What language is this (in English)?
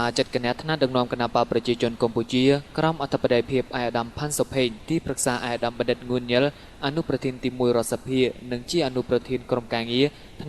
Khmer